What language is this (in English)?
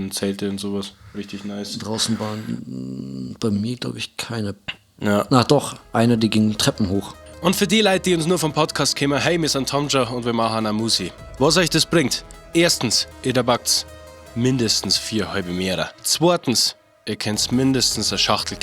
Bavarian